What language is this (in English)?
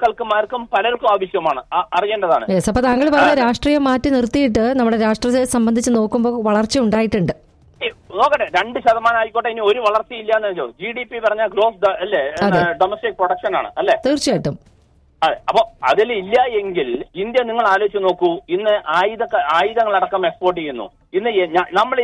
Malayalam